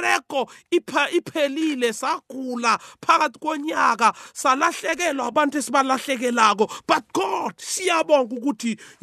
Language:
South Ndebele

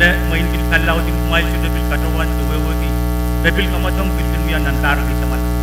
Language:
Pohnpeian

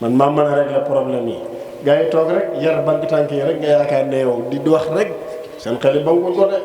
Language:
Wolof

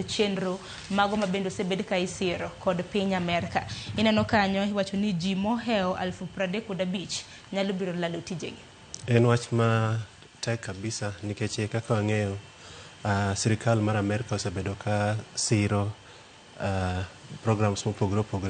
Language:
Luo (Kenya and Tanzania)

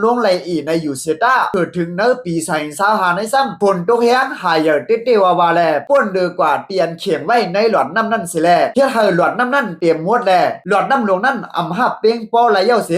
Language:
Shan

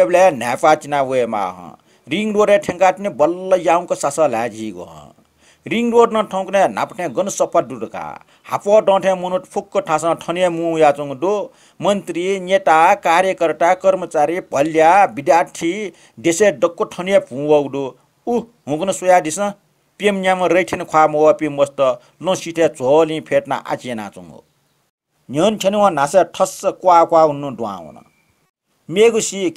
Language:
Newari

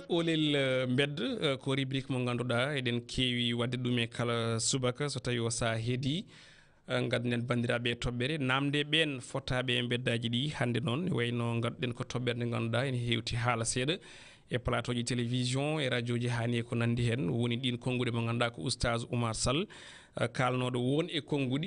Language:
Fula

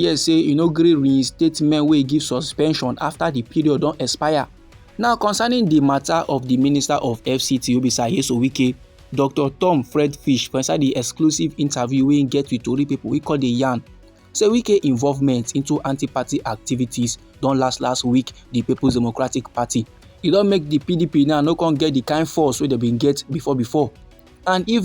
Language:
Nigerian Pidgin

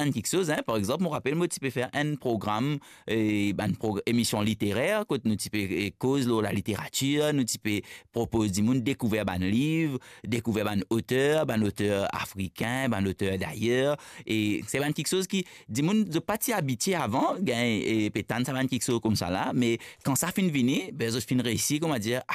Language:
Morisyen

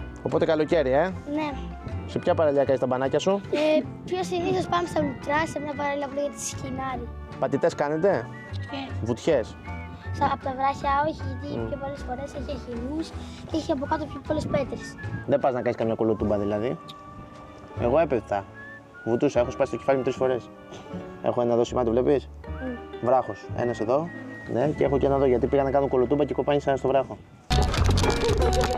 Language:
Greek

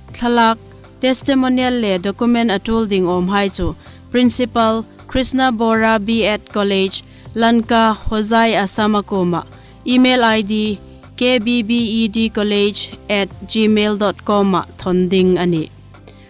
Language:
Hmar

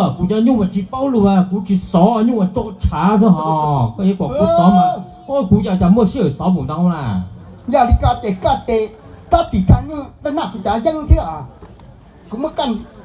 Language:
Hmong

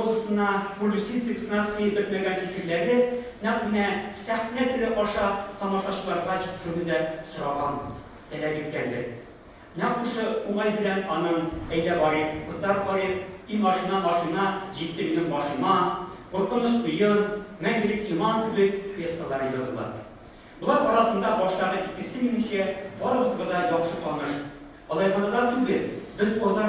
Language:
Tatar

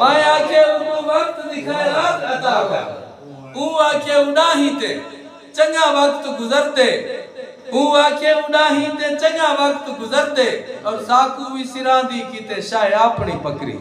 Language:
Saraiki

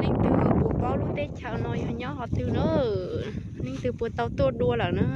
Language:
Hmong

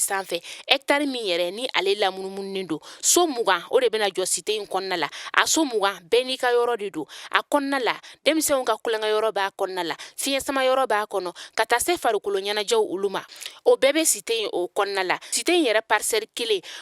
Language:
Bambara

